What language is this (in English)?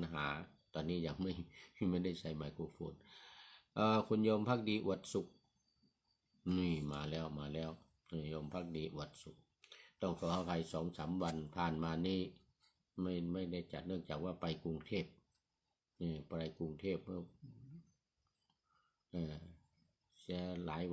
Thai